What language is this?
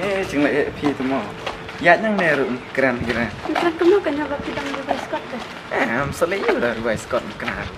Khasi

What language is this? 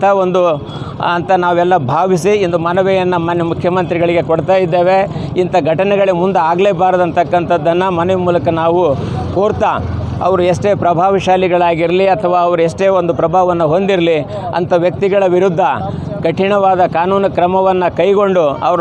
Kannada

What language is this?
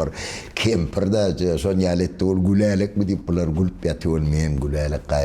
Turkmen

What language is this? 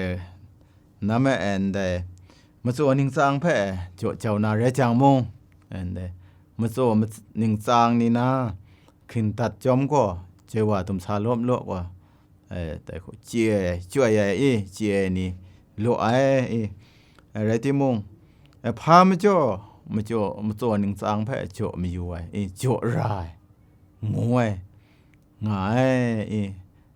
Kachin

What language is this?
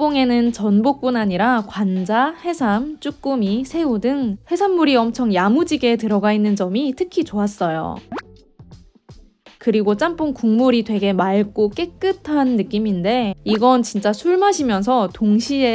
Korean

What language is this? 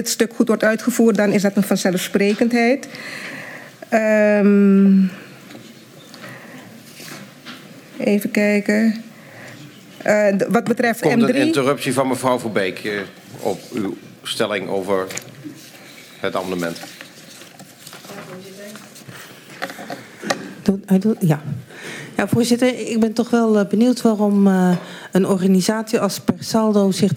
Dutch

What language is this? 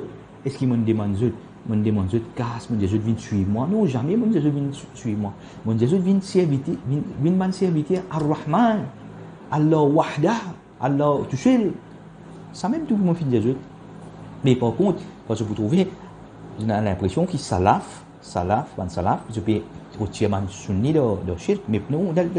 Morisyen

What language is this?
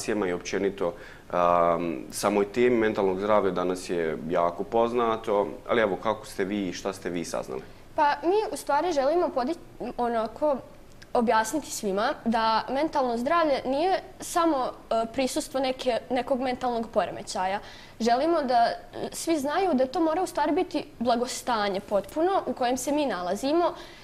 Bosnian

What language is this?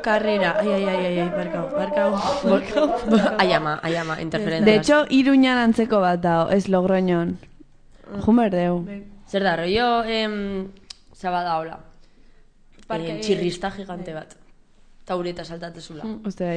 Basque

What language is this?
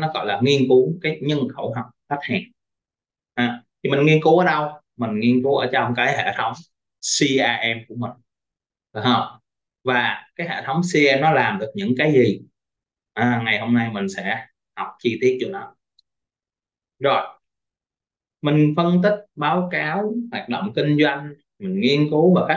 Vietnamese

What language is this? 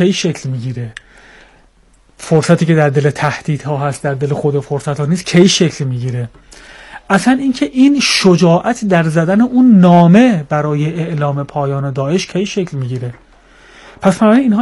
Persian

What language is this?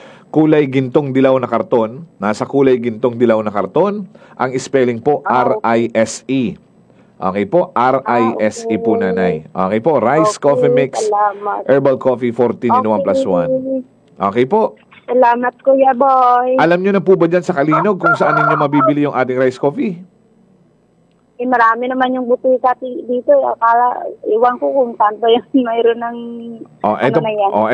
Filipino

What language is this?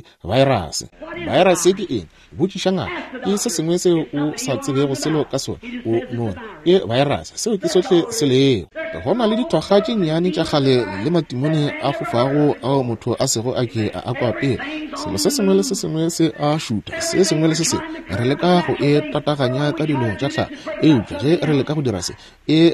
Northern Sotho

